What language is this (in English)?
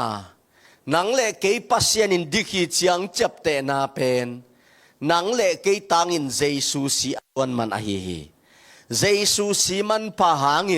Tedim Chin